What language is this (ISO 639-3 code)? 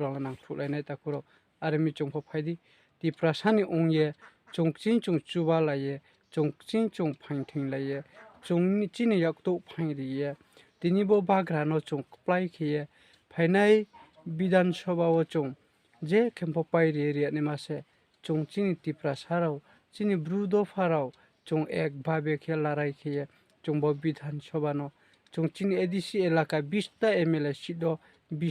ria